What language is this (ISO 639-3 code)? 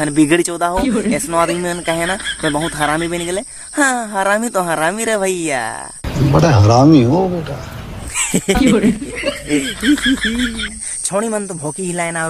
sck